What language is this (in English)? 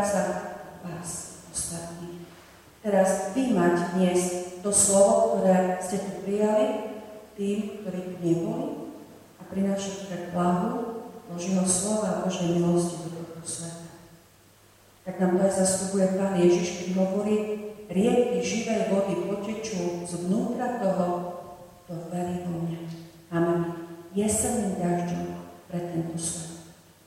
Slovak